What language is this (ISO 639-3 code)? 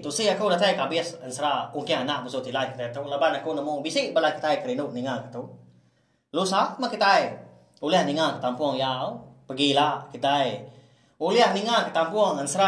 iba